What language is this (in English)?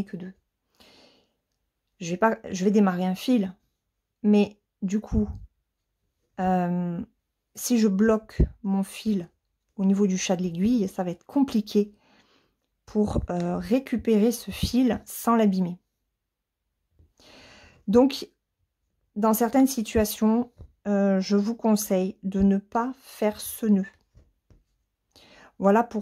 French